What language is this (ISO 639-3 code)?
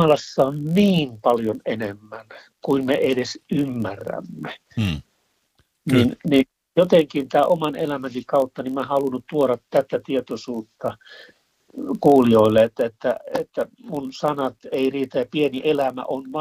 fin